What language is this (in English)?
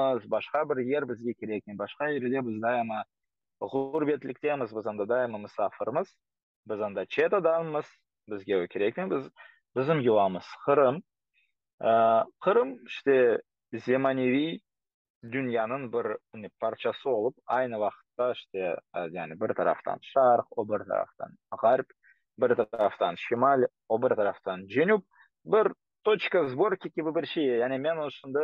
Crimean Tatar